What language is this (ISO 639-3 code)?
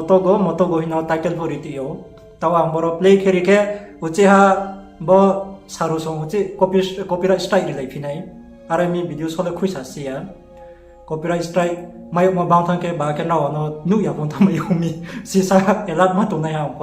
ria